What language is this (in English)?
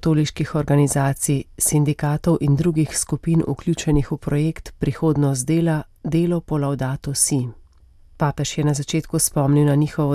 Slovenian